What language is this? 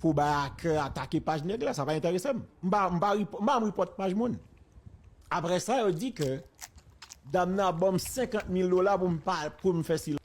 Haitian Creole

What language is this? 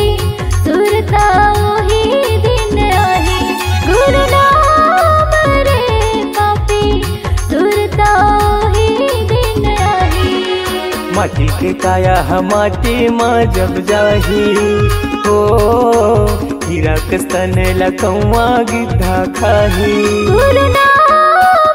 Chhattisgarhi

